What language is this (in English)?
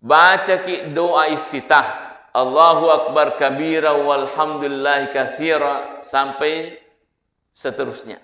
Buginese